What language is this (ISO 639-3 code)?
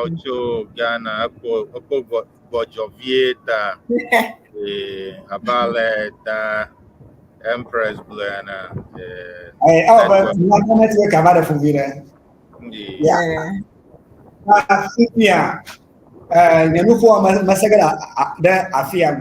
ewe